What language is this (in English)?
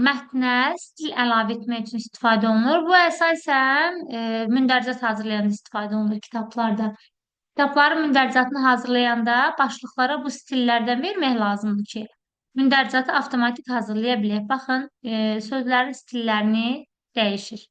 Azerbaijani